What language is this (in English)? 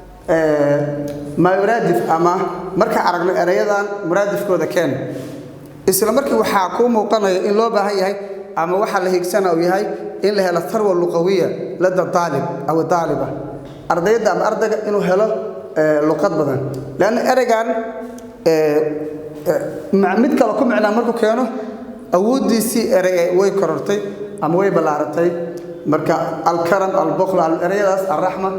Somali